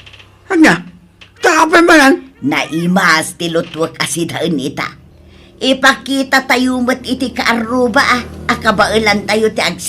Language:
Iloko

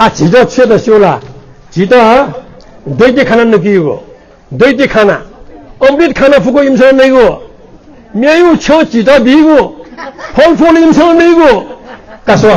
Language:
Newari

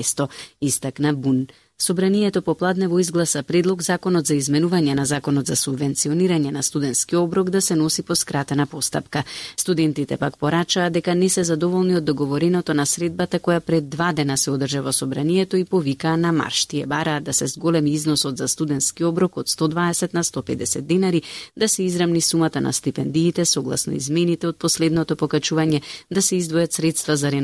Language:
Macedonian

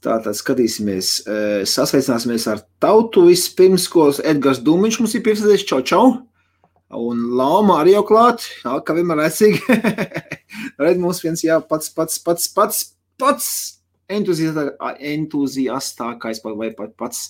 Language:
Latvian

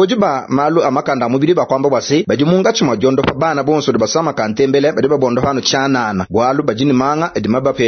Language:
Luba-Lulua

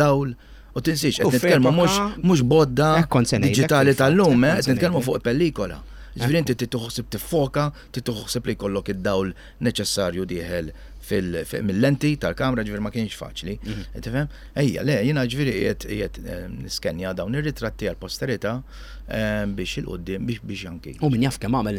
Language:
Maltese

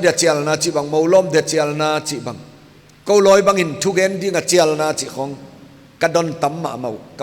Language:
Paite Chin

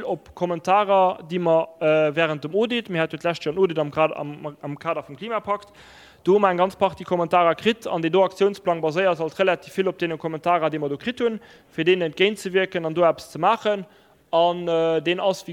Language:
Luxembourgish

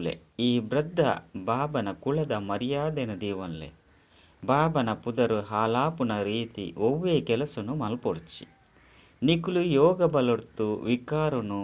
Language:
Tulu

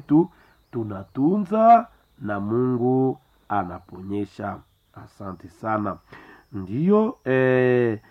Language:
Swahili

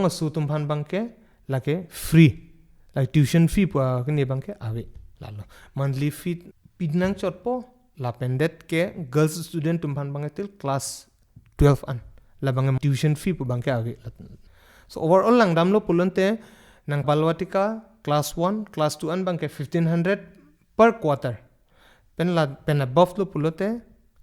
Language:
Karbi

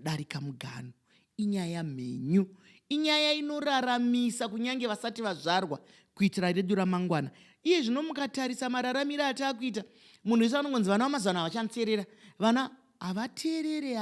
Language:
Shona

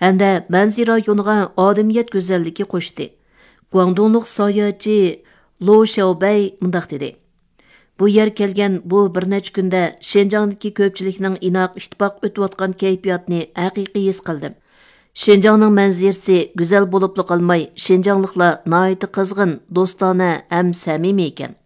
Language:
Uyghur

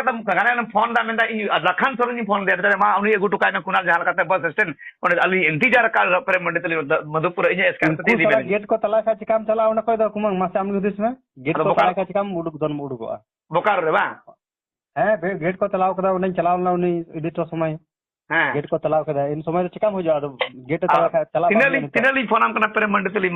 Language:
Santali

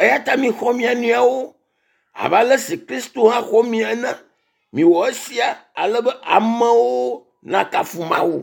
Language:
Ewe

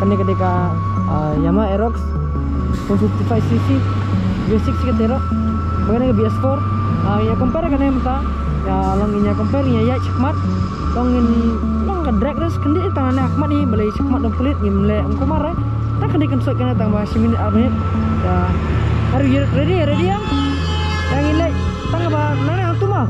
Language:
Khasi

